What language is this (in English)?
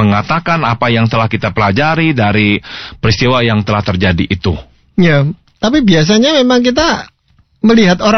Indonesian